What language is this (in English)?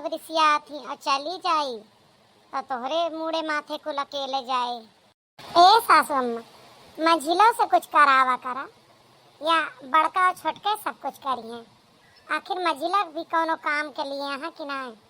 Awadhi